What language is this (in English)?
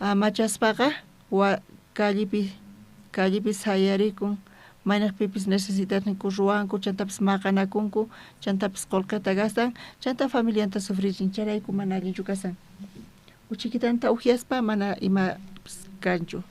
South Bolivian Quechua